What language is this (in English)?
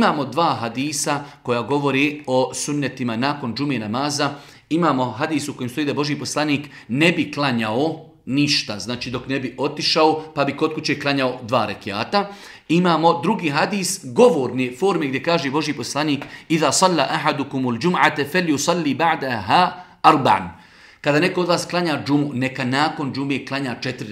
Bosnian